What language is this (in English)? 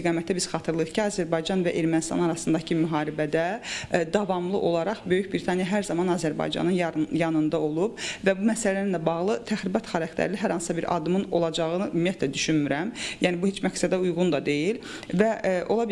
Azerbaijani